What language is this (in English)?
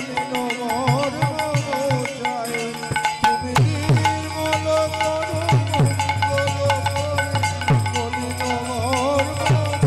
Bangla